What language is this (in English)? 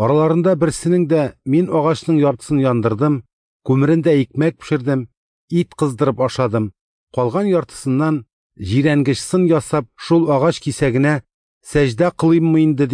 Tatar